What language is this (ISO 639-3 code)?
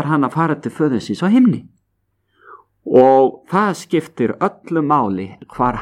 isl